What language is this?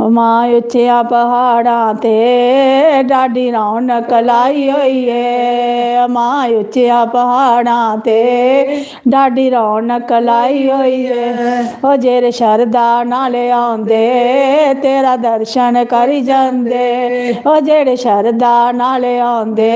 Dogri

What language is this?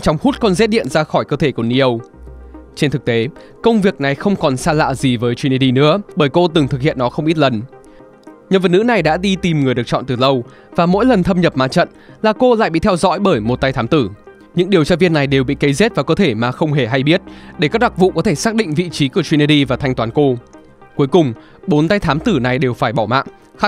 Vietnamese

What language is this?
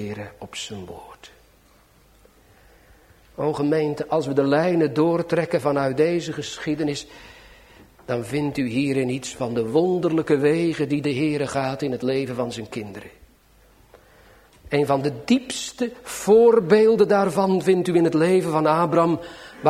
Dutch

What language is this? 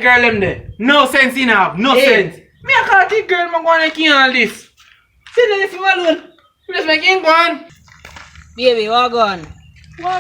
Jamaican Creole English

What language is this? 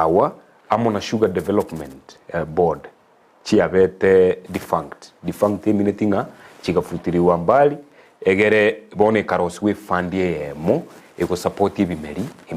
Gusii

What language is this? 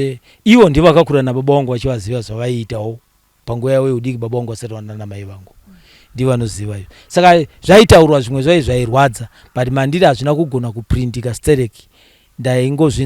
Shona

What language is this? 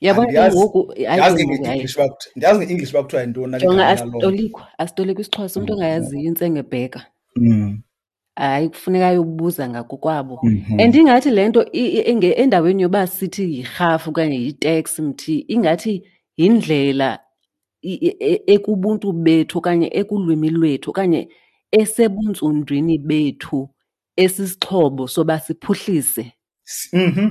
Xhosa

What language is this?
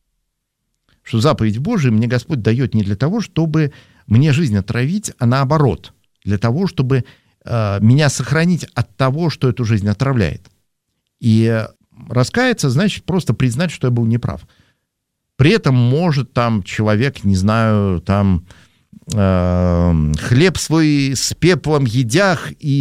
Russian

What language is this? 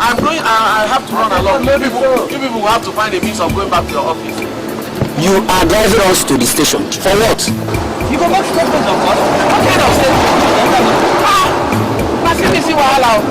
Nigerian Pidgin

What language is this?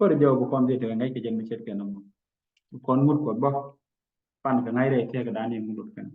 Nuer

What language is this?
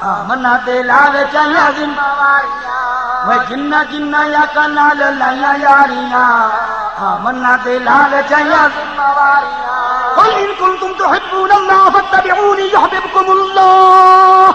Saraiki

